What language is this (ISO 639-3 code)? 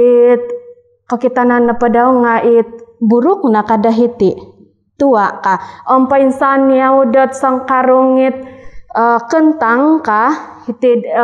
dtp